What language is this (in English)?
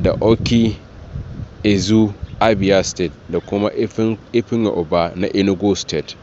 Hausa